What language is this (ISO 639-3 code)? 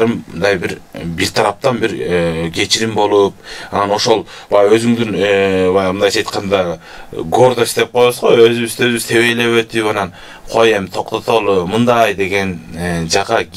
kir